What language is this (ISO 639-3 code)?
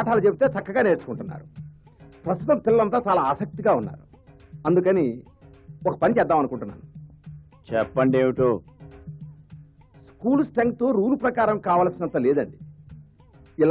tel